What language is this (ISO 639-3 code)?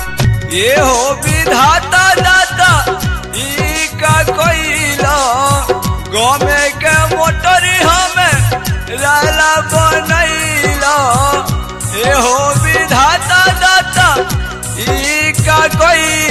bho